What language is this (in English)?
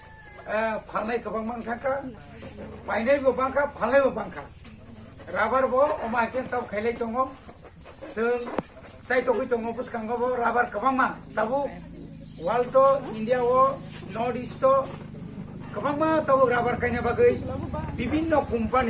Kok Borok